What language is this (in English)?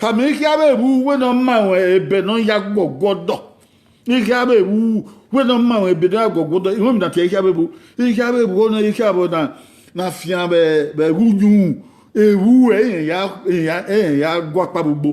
Bini